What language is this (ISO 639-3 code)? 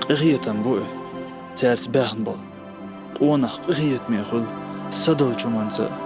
che